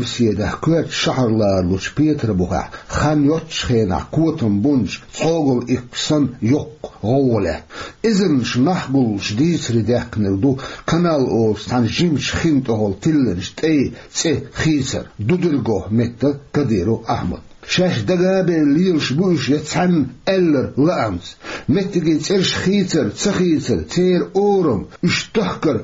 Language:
Chechen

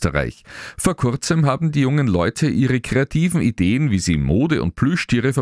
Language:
German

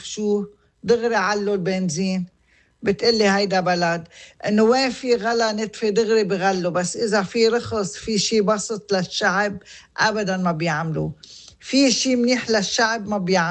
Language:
North Levantine Arabic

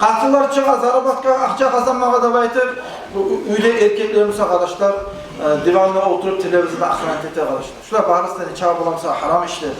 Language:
Kumyk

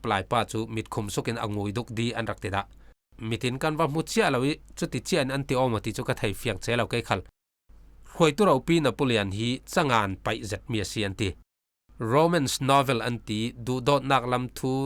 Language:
Falam Chin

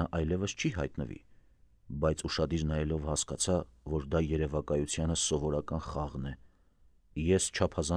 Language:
Armenian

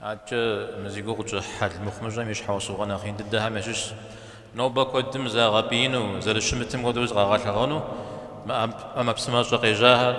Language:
Kabardian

